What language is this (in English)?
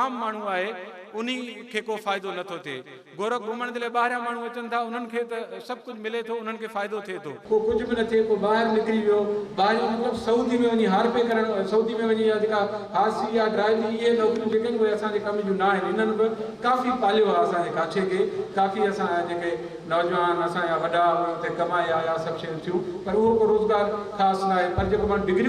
Sindhi